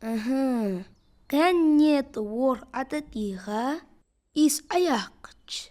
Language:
Ingush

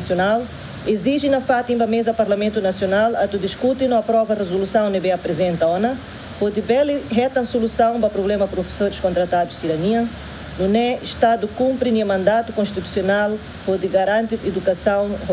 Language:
Tetum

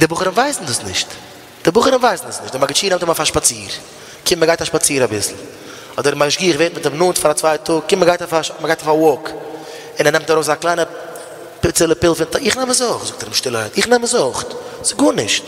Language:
Yiddish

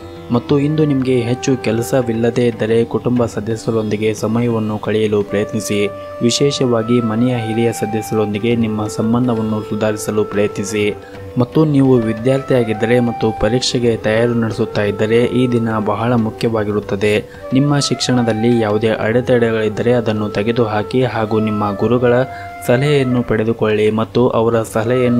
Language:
Kannada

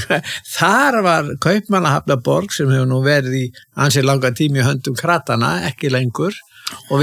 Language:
Icelandic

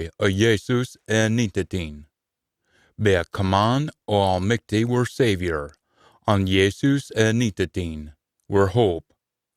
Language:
Scots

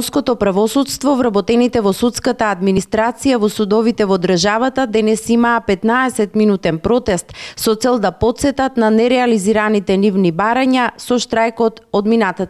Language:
Macedonian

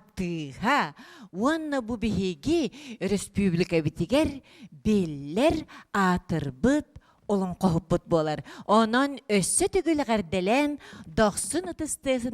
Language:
Yakut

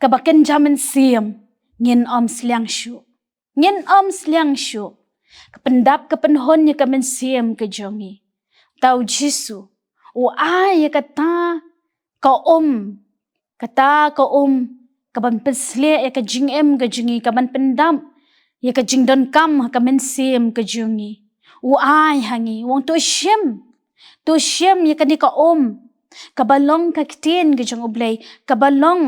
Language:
Khasi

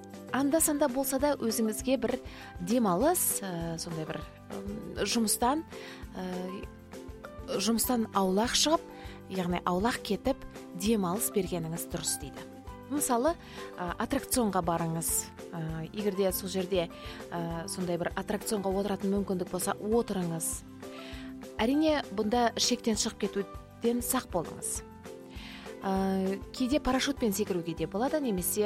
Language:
Kazakh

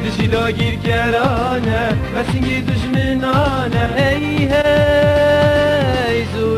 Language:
Kurdish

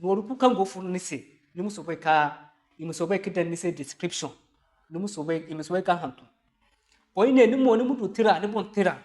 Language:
Zarma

